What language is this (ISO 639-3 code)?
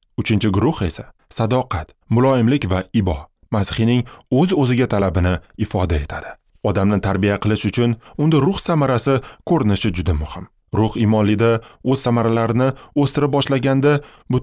uzb